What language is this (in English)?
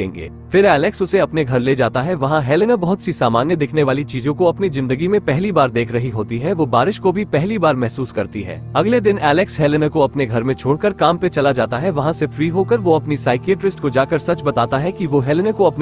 Hindi